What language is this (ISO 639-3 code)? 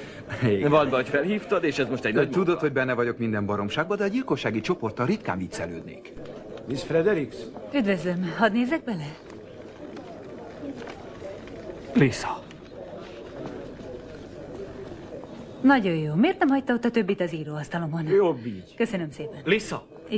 hun